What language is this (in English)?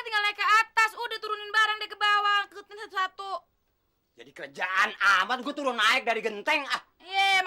Betawi